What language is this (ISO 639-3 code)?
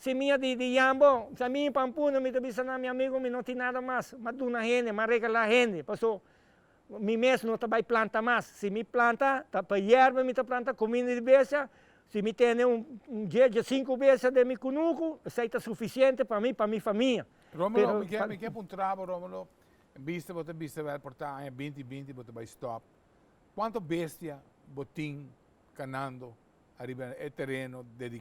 pap